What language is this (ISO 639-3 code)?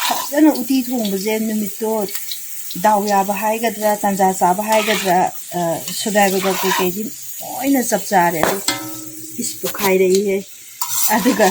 mni